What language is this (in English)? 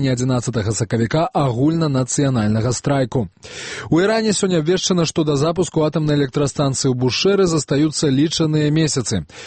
Belarusian